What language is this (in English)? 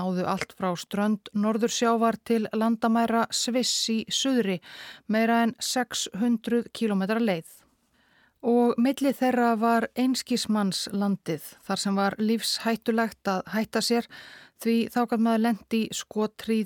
Icelandic